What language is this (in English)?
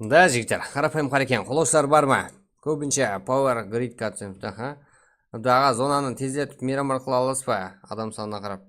Kara-Kalpak